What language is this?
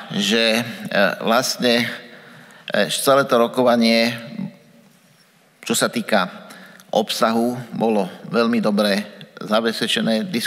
Slovak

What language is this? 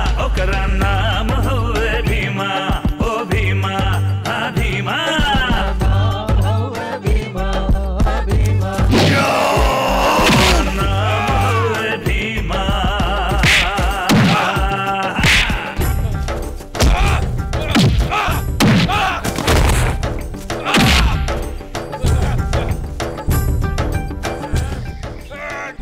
Bhojpuri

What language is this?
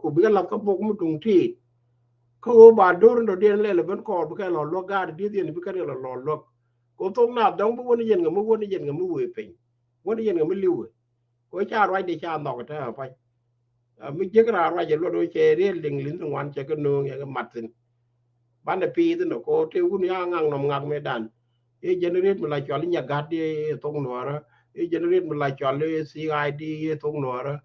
Nuer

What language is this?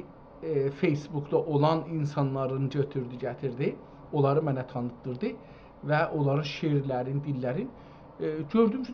South Azerbaijani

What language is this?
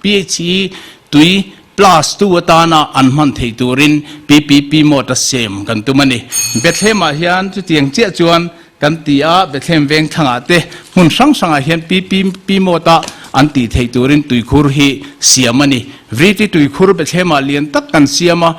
Mizo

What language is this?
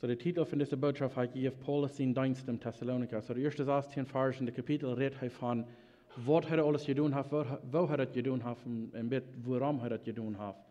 Plautdietsch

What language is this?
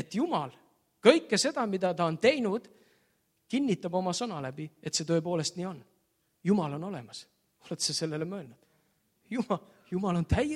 Estonian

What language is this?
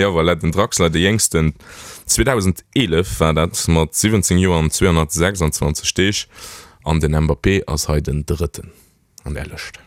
Luxembourgish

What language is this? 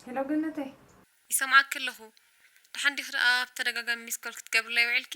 Tigrinya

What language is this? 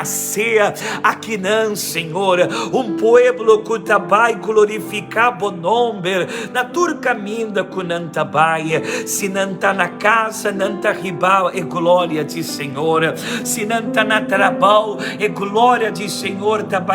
Papiamento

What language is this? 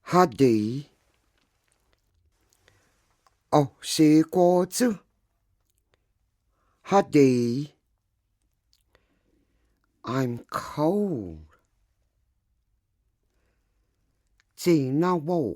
Cherokee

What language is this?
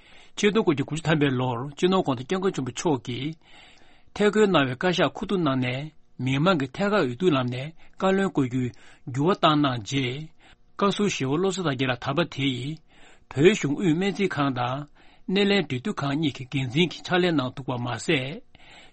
Tibetan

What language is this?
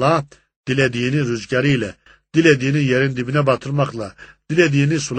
Turkish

